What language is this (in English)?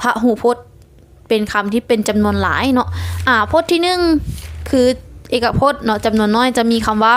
Lao